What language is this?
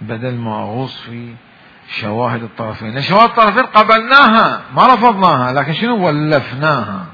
Mesopotamian Arabic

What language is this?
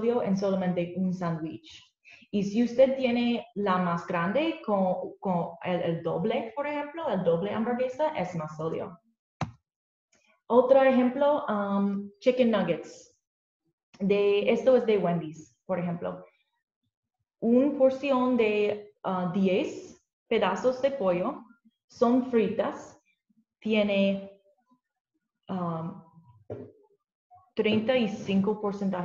Spanish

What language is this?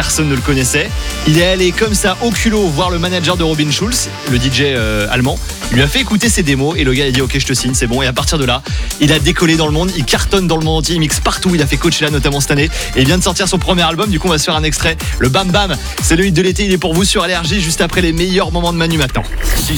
French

